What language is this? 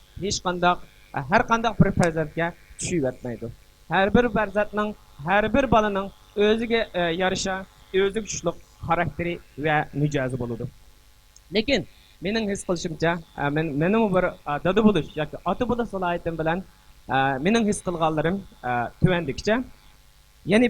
Uyghur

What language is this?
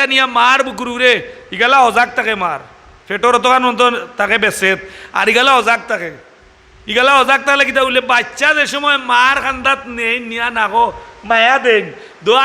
Sylheti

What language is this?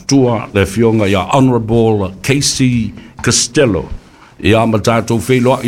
Samoan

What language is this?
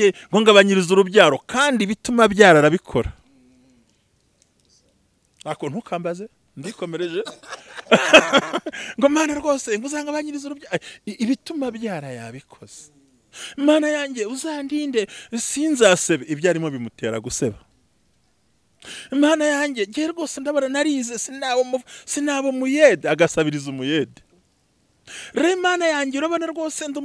Kinyarwanda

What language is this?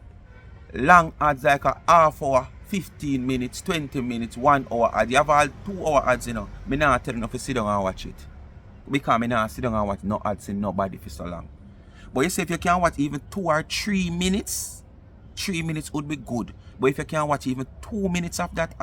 Jamaican Creole English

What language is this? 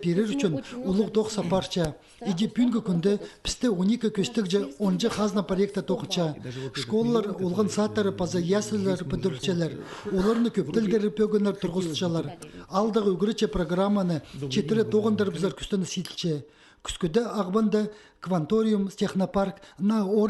Khakas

